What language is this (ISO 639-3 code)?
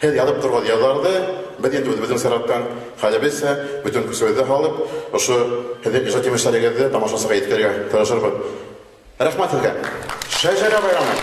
bak